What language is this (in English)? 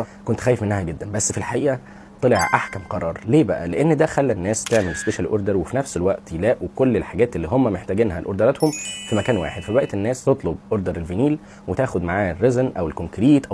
Egyptian Arabic